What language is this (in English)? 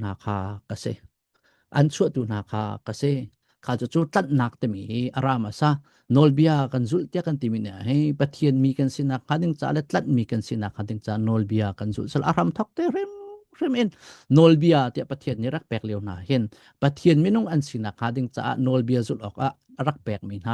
Hakha Chin